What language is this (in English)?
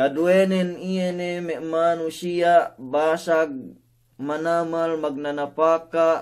Yakan